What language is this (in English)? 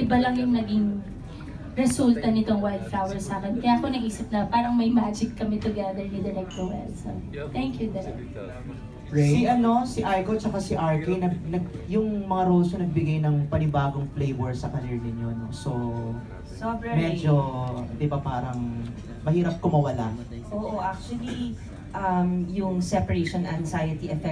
Filipino